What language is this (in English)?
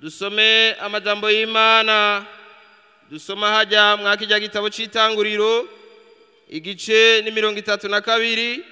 Rundi